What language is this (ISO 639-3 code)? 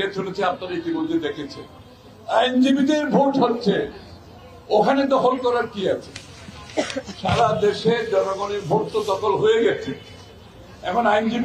ben